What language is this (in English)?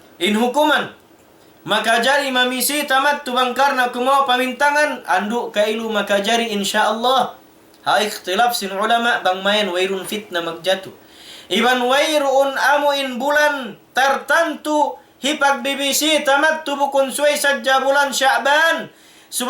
Tausug